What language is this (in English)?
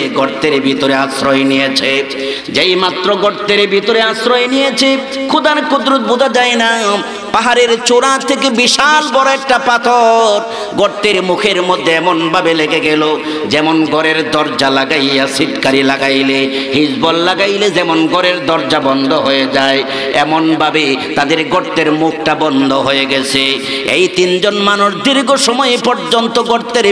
Bangla